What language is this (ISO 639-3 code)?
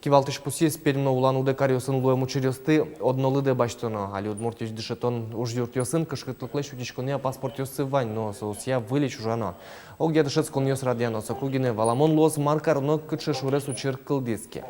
udm